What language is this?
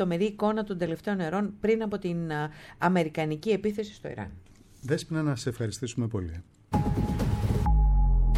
Greek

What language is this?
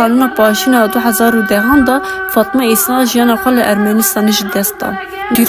Kurdish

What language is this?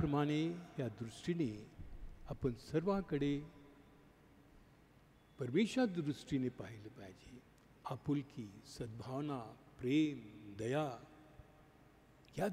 Marathi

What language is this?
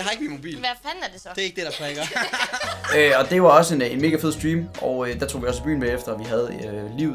Danish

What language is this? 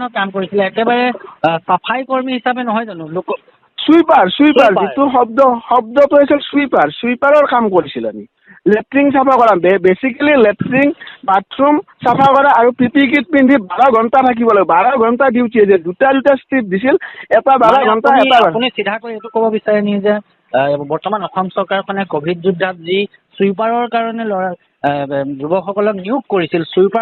Assamese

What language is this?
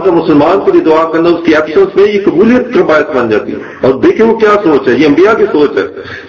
Urdu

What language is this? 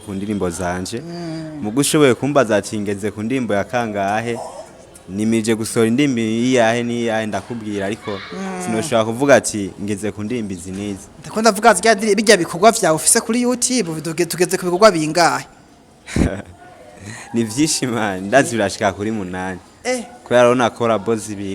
Rundi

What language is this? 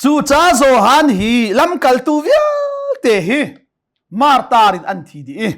Hakha Chin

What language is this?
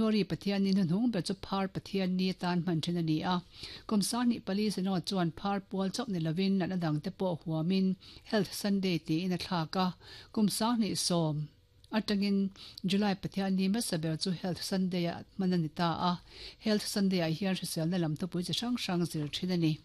Mizo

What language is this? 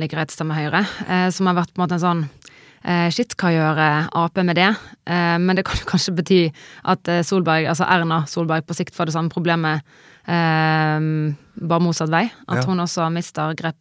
Norwegian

